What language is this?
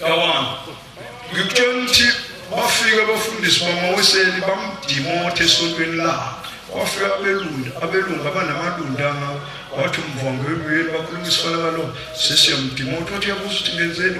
Zulu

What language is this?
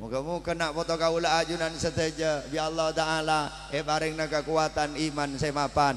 Madurese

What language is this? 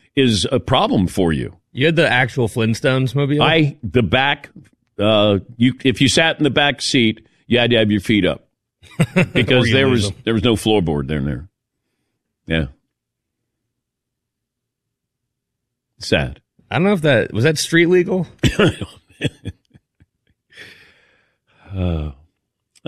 English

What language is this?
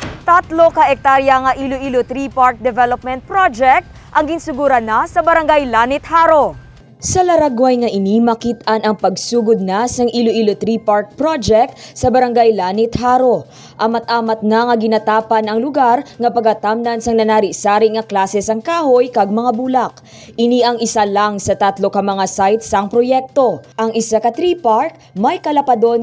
Hiligaynon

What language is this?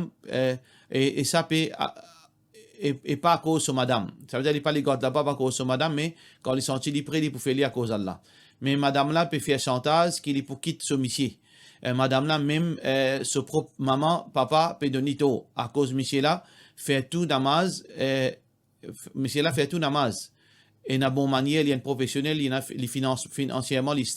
Morisyen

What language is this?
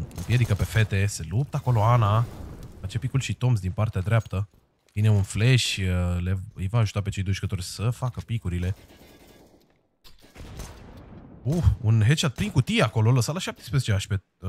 Romanian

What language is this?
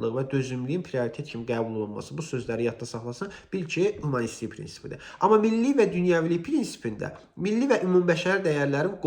Azerbaijani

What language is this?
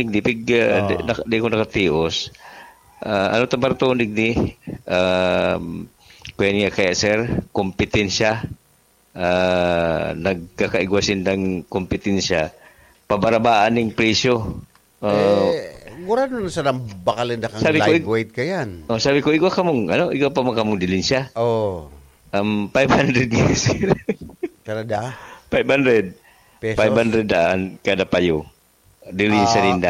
Bikol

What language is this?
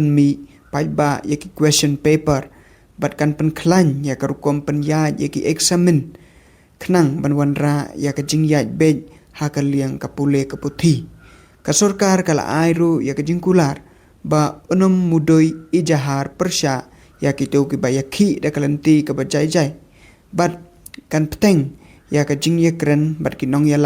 Khasi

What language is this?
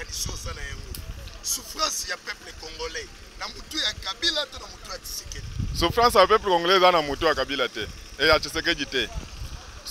Lingala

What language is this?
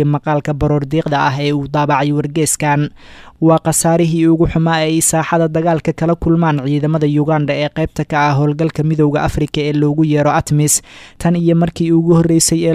Somali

